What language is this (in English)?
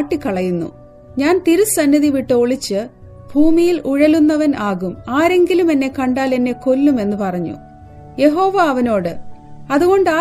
Malayalam